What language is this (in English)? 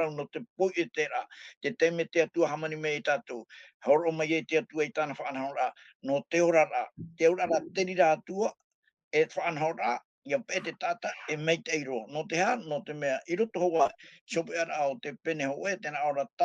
Tahitian